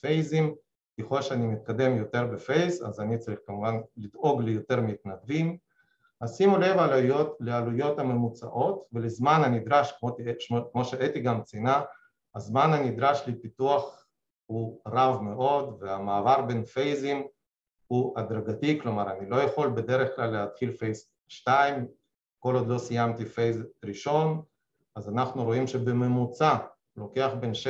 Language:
Hebrew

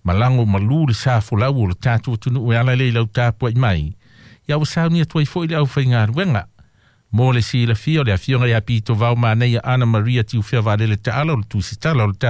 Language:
Samoan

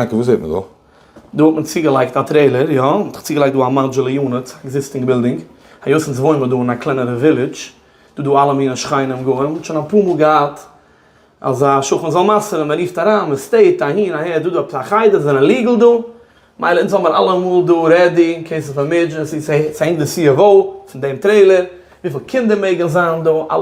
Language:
Yiddish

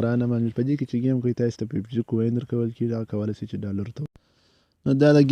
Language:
Pashto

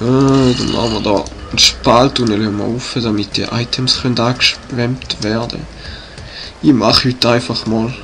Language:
Swiss German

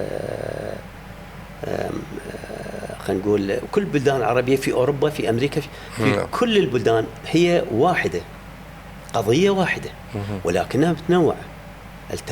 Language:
Mesopotamian Arabic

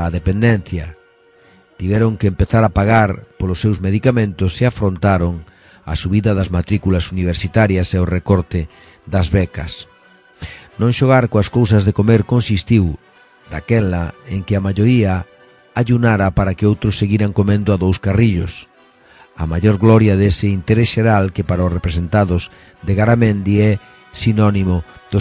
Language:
Galician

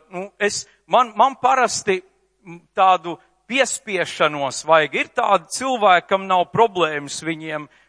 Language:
Latvian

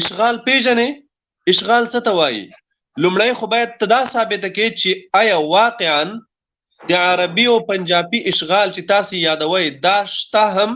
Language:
Pashto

